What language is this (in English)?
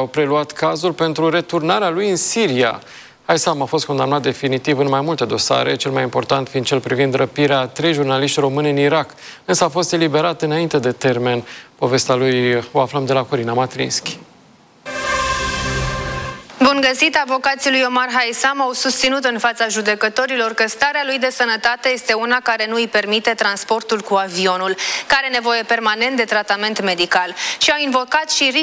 Romanian